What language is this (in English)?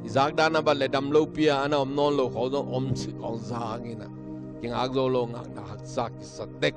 Tedim Chin